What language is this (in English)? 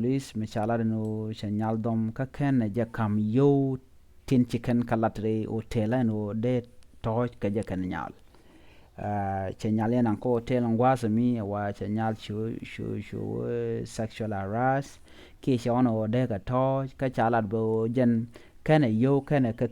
Nuer